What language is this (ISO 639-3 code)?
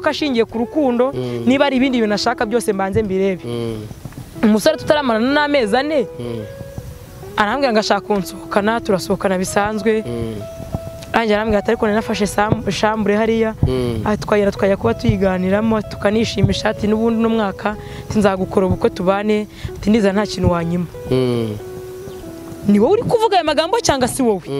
kin